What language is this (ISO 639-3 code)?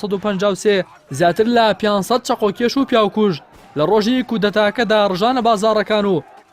ckb